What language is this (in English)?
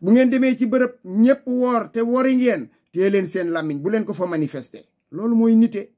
Wolof